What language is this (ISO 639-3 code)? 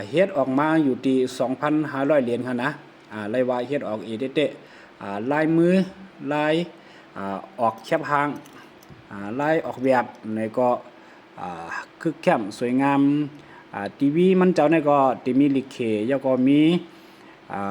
lao